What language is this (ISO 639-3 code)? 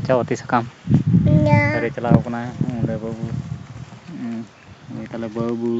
sat